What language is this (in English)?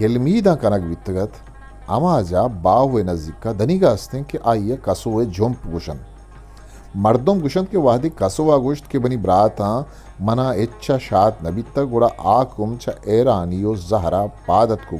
Eastern Balochi